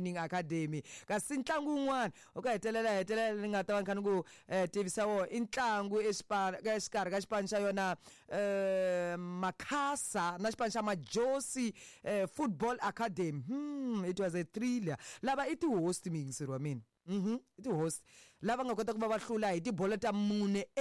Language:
Tsonga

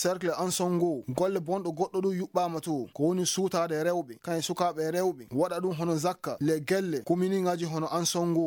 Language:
Maasina Fulfulde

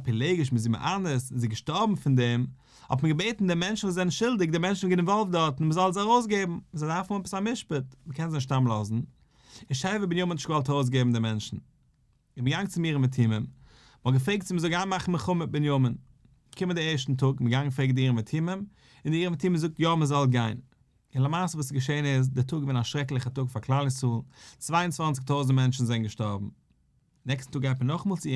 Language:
Yiddish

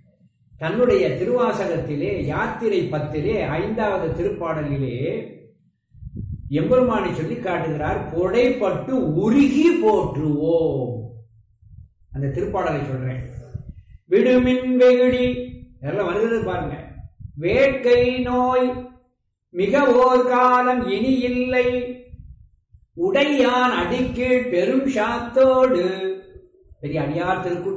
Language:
Tamil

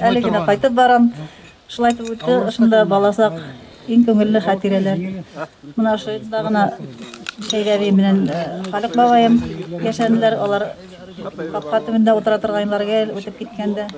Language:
Bashkir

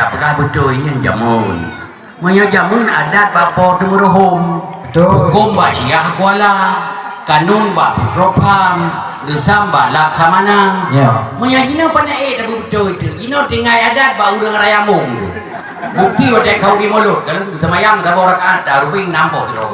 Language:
Achinese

